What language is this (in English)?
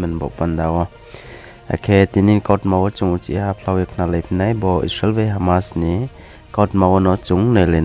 Riang (India)